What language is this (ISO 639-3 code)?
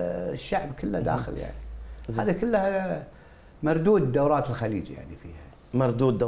acm